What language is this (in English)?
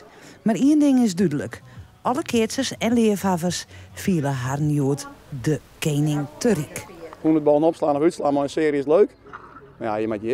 Western Frisian